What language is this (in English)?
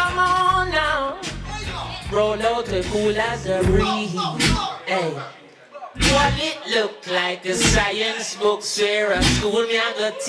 Jamaican Creole English